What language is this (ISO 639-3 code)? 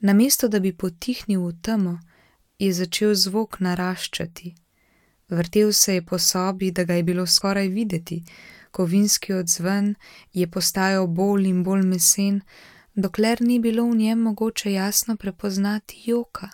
slv